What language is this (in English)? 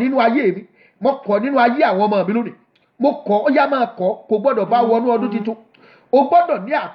Yoruba